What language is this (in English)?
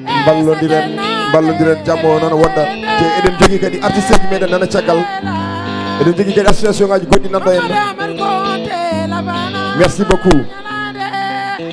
Fula